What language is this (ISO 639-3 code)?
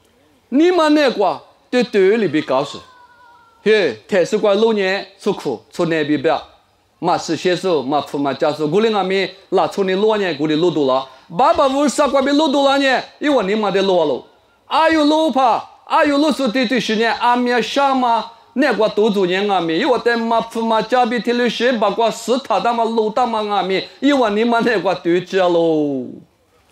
lis